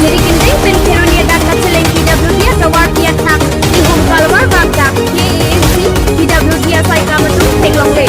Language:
Karbi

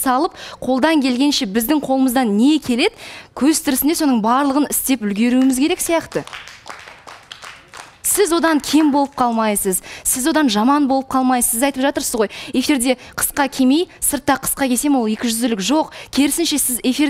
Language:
Kazakh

